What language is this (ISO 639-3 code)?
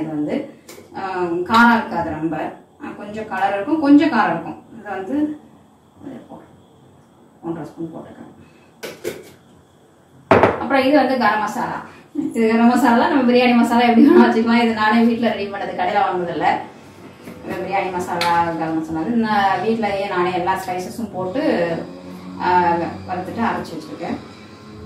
tam